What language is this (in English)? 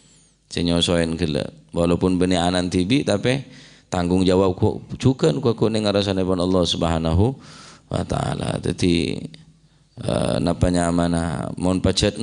Madurese